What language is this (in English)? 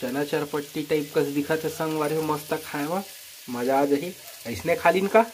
Chhattisgarhi